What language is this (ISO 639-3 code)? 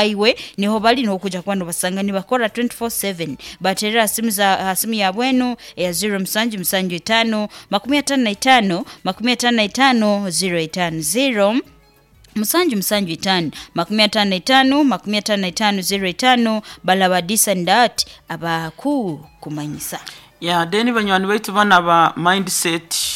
nyo